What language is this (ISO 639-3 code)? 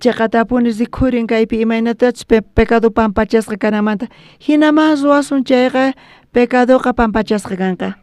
quh